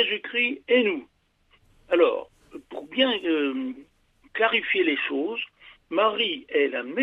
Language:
French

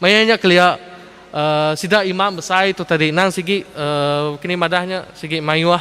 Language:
Iban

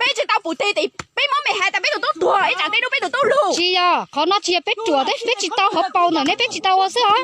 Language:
Hmong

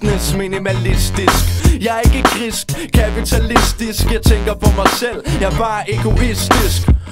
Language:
Danish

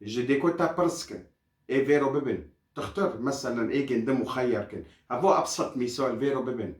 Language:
Kurdish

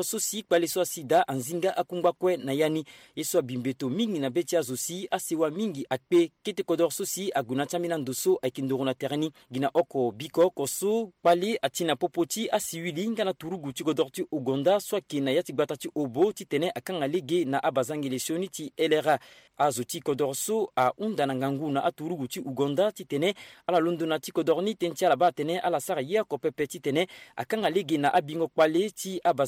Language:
Sango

